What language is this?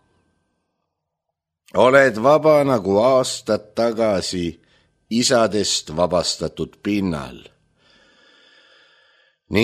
Estonian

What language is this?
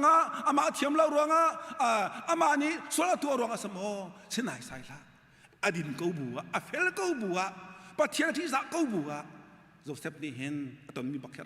Hakha Chin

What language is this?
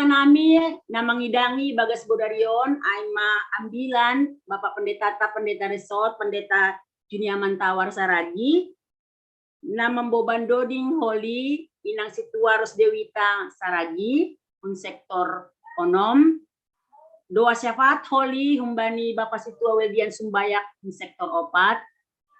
Batak Simalungun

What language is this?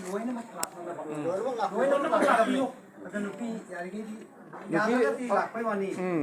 Manipuri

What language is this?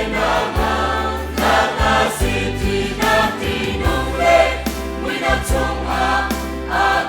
Hakha Chin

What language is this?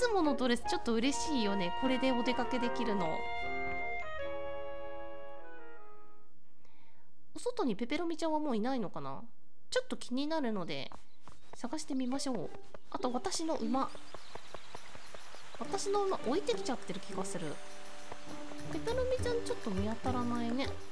Japanese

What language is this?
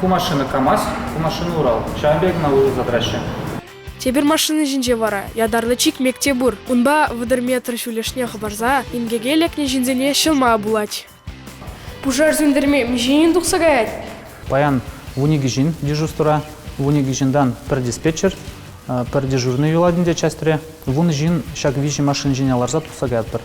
Chuvash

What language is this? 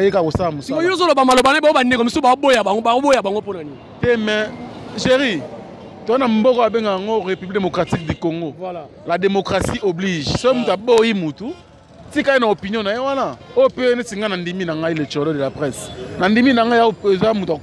Lingala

